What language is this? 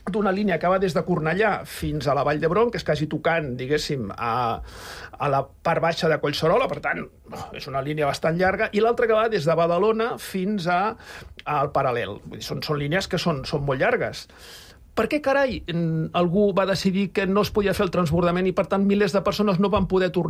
Catalan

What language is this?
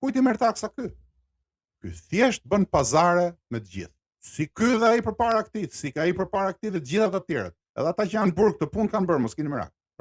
Albanian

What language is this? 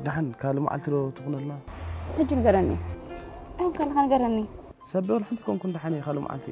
Tigrinya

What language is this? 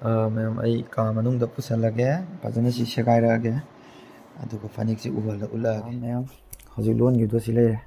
Manipuri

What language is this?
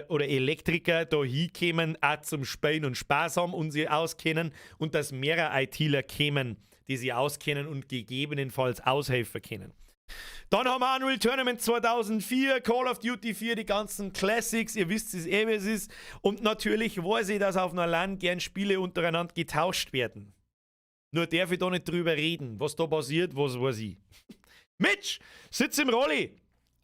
Bavarian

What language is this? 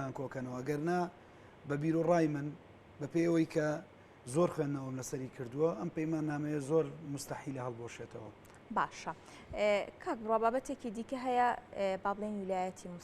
Central Kurdish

